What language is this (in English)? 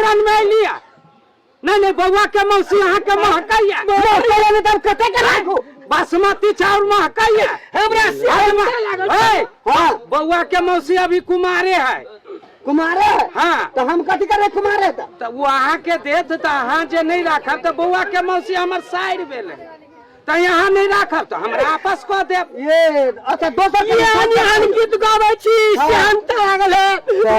Maithili